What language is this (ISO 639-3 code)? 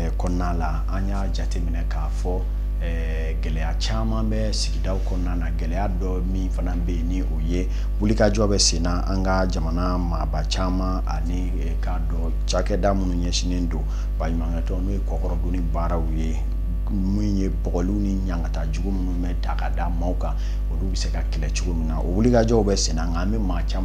bam